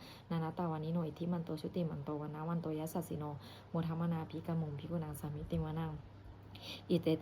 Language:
Pali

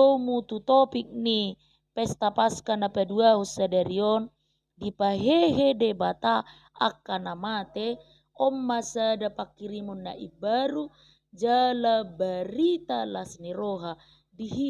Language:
Batak Toba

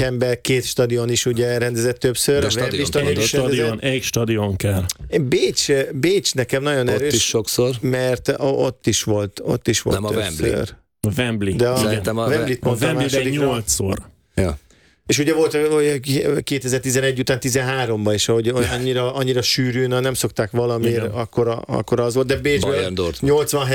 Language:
Hungarian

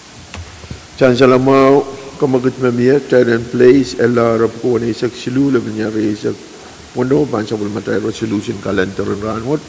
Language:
Pohnpeian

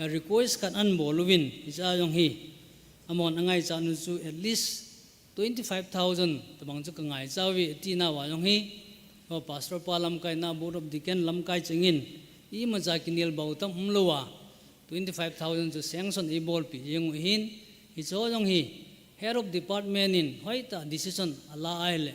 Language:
Thado Chin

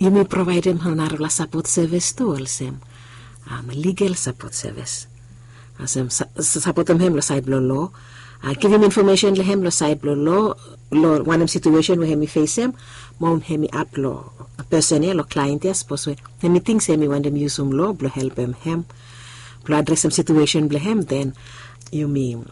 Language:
Bislama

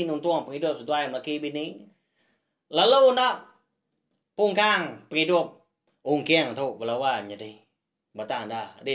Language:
Iban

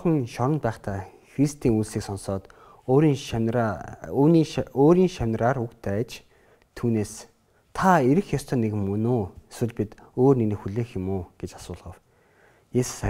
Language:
Mongolian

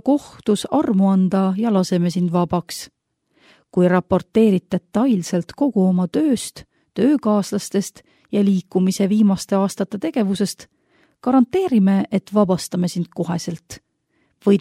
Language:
Estonian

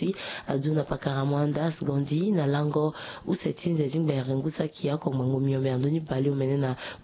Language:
Sango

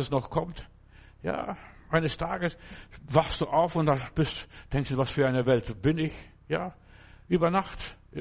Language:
German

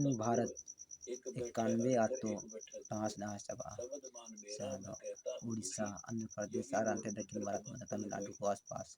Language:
Santali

